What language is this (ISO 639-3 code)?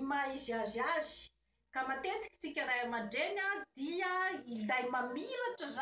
mlg